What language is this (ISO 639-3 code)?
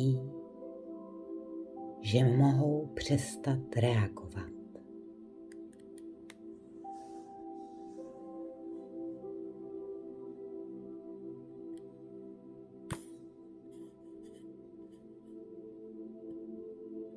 ces